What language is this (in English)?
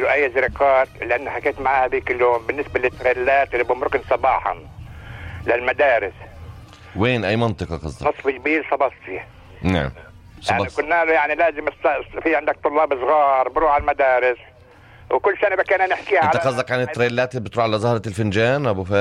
North Levantine Arabic